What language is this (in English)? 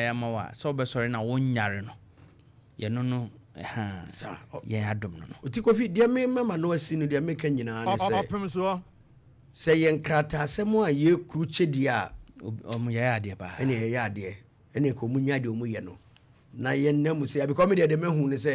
Akan